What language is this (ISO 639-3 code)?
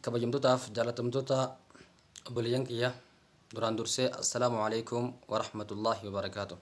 orm